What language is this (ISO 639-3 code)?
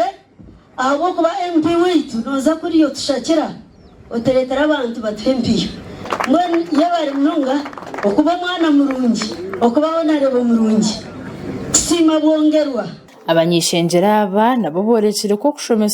nyn